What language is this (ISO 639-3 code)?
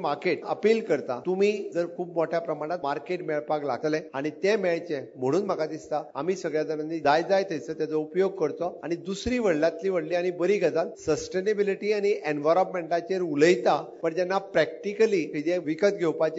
kok